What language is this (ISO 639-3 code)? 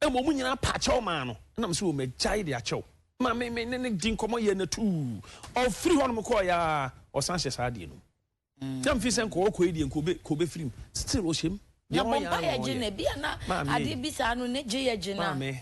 aka